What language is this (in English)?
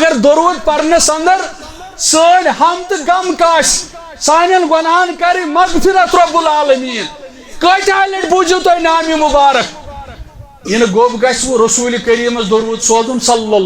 Kashmiri